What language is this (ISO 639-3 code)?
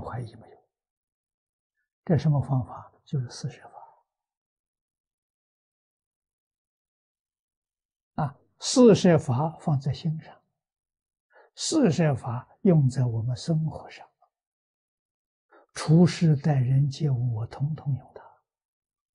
zho